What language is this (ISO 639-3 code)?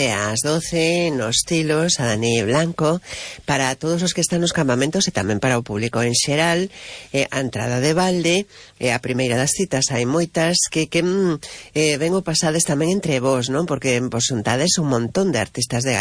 glg